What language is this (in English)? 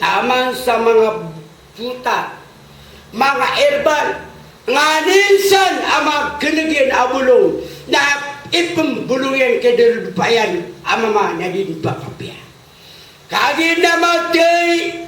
Maranao